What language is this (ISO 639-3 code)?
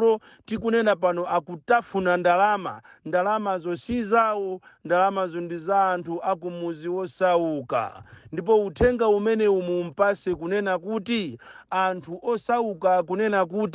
nya